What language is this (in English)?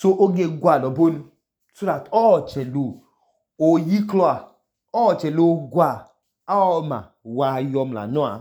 Idoma